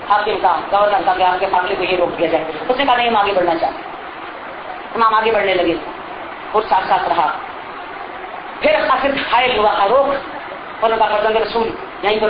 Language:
Urdu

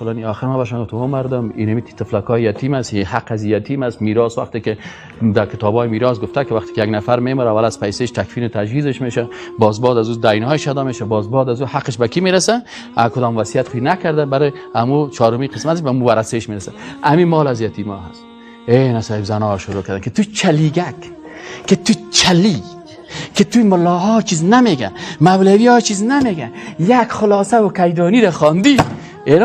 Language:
Persian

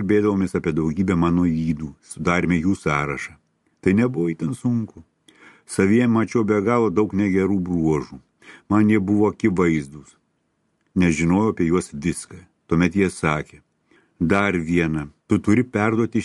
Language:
Lithuanian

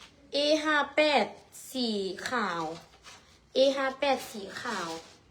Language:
Lao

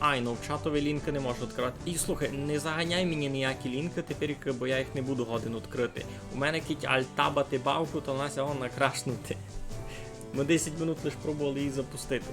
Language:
Rusyn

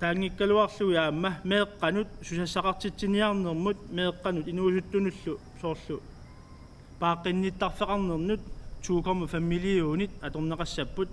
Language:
Kalaallisut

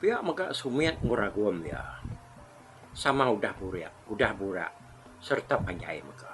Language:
Iban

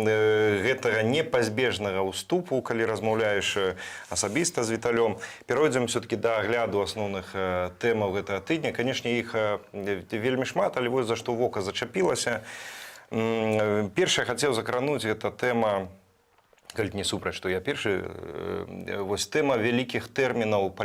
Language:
Belarusian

